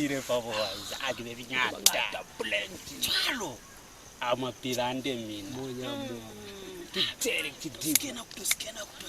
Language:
Lozi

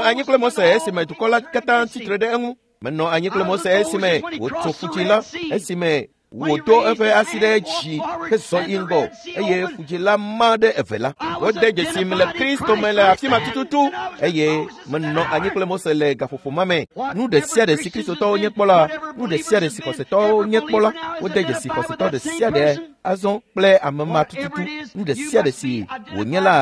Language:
Ewe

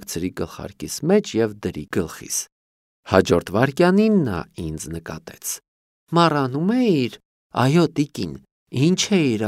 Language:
Armenian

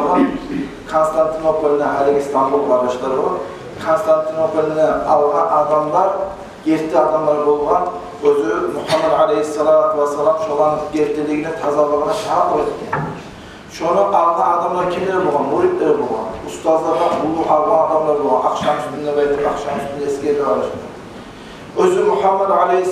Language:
Kumyk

